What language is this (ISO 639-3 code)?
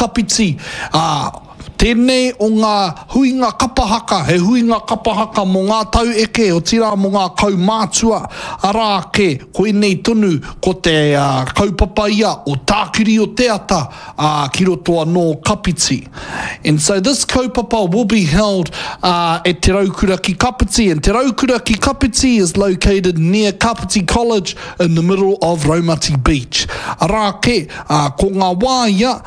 mri